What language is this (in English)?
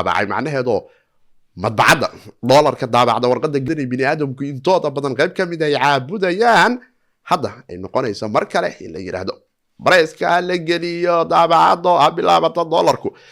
Somali